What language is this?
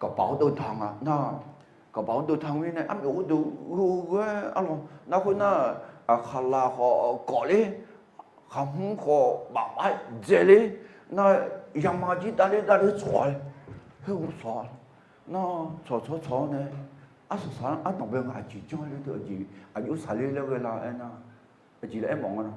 Akha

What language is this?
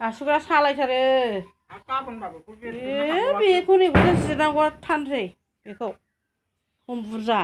Bodo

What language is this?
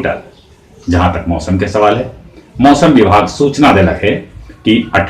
Magahi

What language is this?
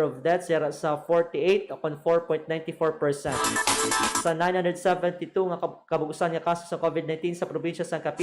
Hiligaynon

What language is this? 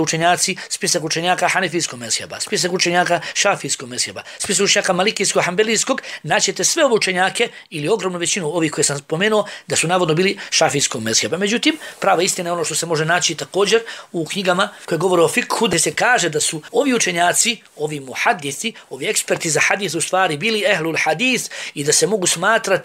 Bosnian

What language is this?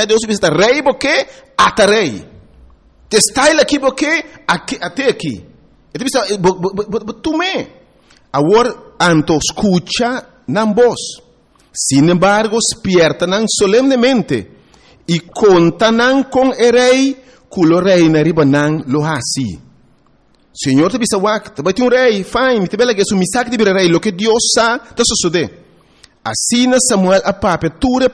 Papiamento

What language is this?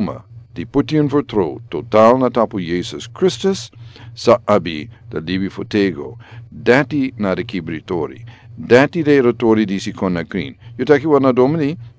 Sranan Tongo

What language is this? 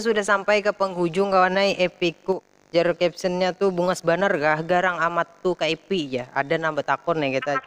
Banjar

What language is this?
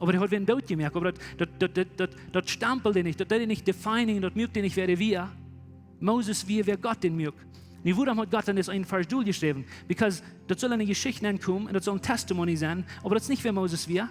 Plautdietsch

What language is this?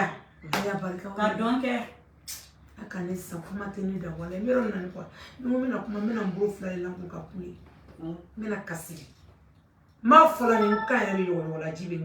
Bambara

